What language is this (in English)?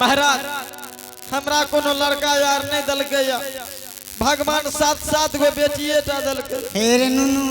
Angika